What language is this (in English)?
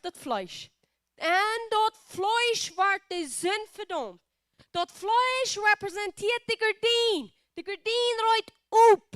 Plautdietsch